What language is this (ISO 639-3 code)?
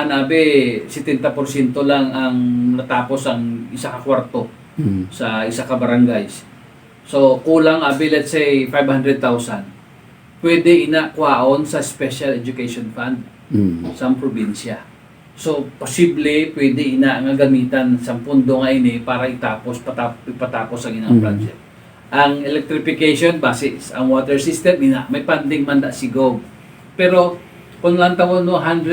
hil